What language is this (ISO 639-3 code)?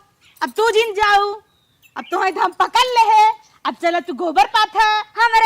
awa